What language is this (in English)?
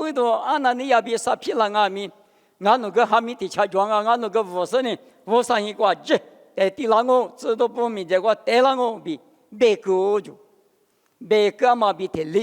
Lisu